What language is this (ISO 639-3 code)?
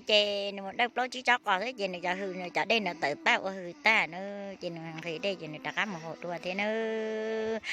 hmn